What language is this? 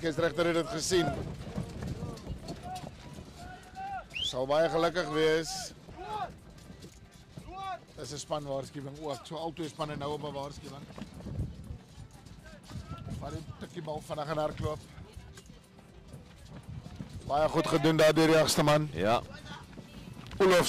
Afrikaans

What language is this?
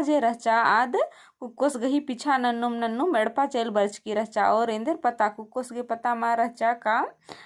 Kurukh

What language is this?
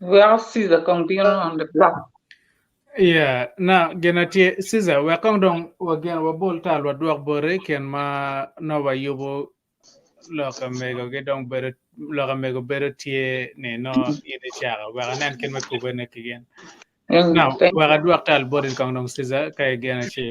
Acoli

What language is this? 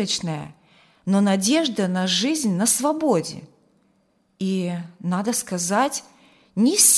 Russian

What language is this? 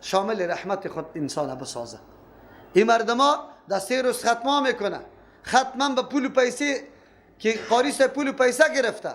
Persian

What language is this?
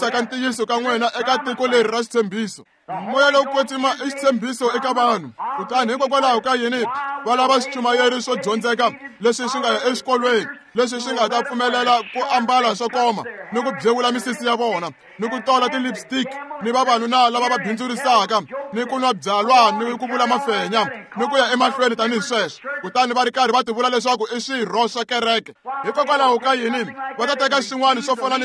Tsonga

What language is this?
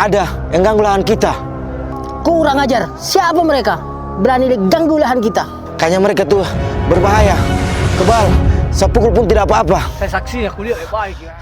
Makassar Malay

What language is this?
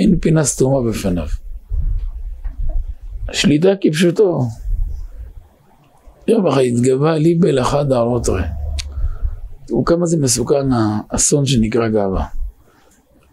Hebrew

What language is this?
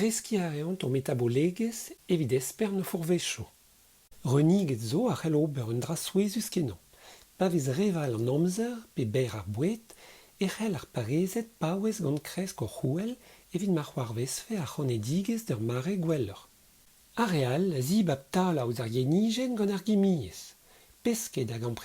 Breton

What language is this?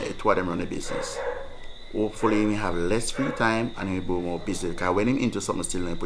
Jamaican Creole English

